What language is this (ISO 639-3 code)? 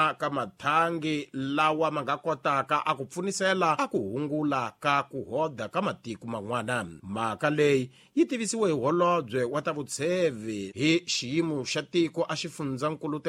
tso